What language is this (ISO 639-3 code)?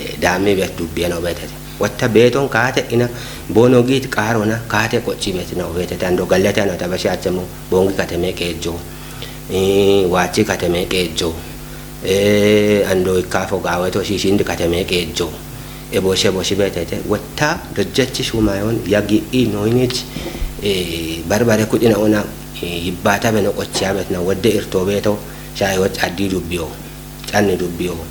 kbr